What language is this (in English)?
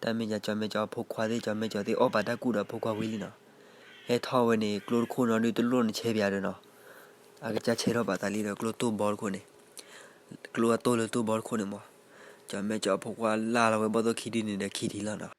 S'gaw Karen